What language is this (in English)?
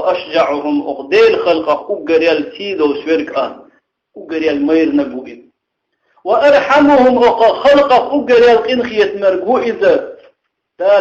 Chechen